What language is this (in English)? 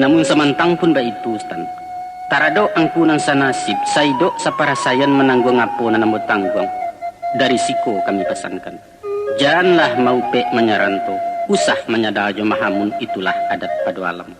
Minangkabau